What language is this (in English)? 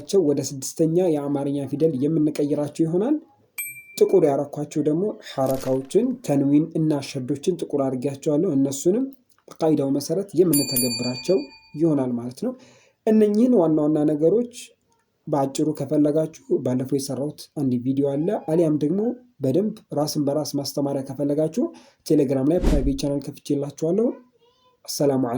Amharic